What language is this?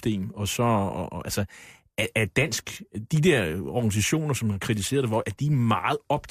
Danish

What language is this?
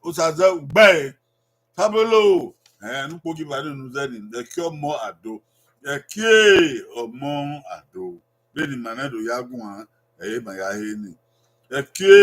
Bini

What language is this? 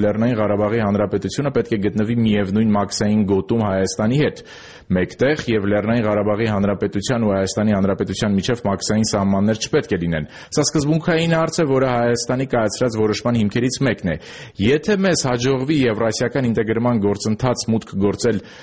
Armenian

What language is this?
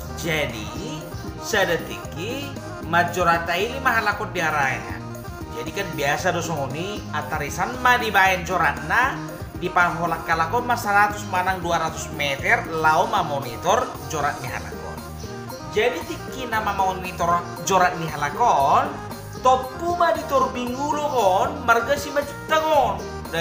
Batak Toba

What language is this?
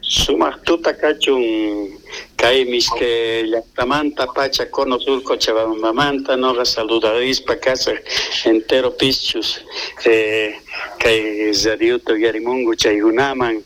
South Bolivian Quechua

